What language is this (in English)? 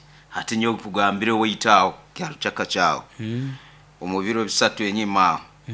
Nyoro